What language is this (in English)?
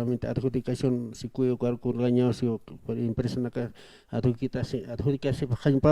Aymara